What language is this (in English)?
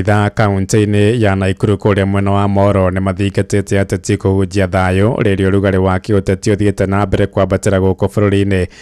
Kikuyu